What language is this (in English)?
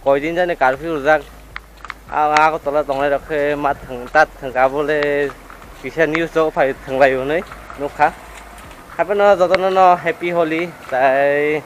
Kok Borok